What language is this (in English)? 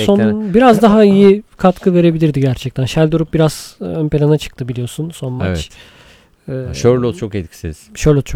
Turkish